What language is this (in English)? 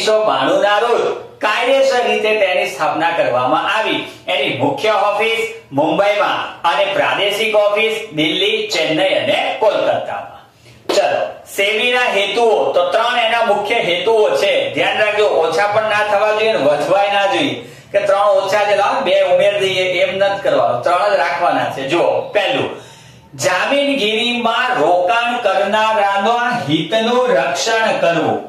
Gujarati